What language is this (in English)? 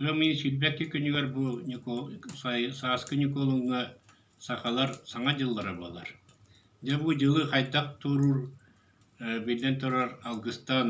Yakut